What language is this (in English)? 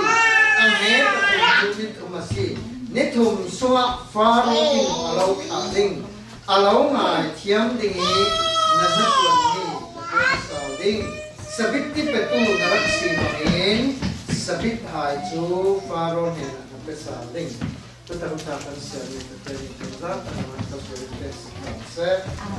Falam Chin